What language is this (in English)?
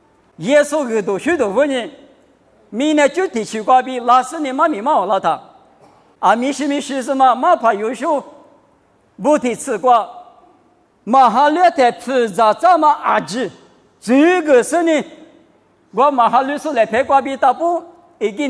Lisu